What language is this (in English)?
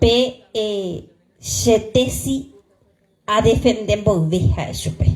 Guarani